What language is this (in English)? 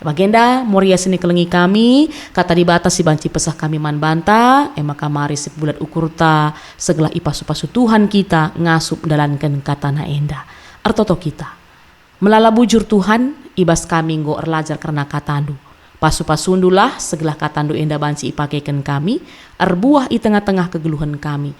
Batak Karo